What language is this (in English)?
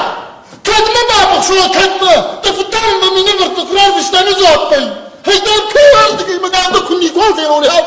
Ossetic